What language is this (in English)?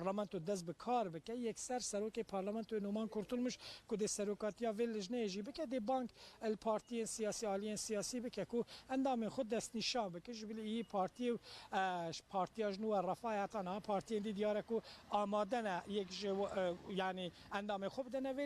Kurdish